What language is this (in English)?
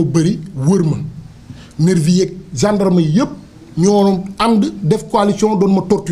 Wolof